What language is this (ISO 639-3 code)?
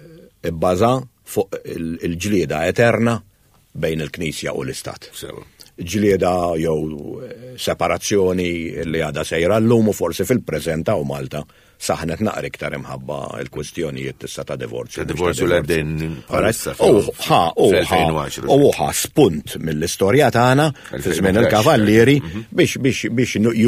mlt